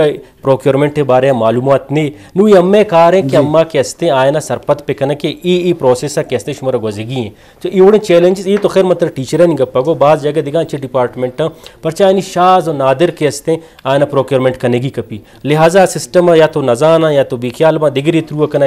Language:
Eastern Balochi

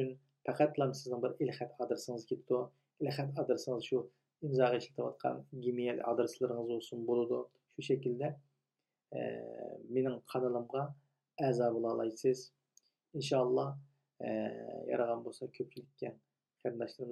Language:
Uyghur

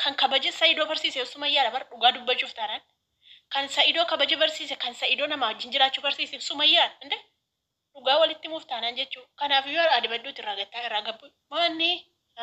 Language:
Oromo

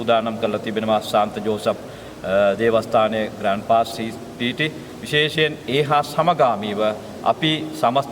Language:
Sinhala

